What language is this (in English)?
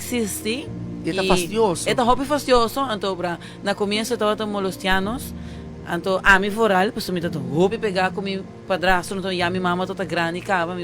Papiamento